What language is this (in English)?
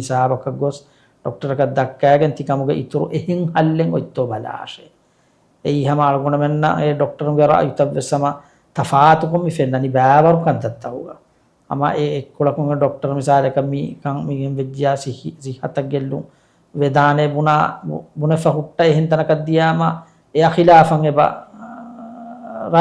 Divehi